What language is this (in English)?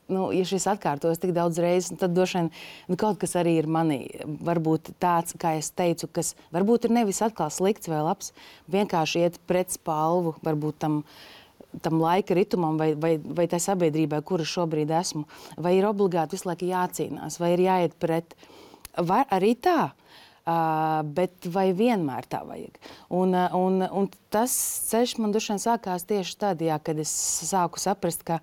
Latvian